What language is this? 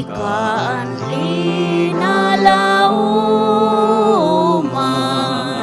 Bikol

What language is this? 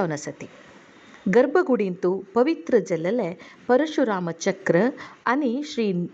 Konkani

